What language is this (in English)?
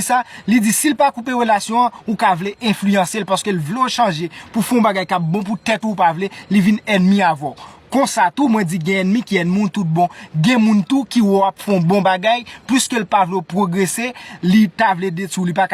Haitian Creole